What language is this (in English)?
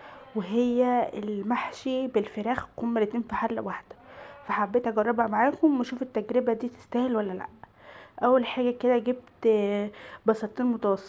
Egyptian Arabic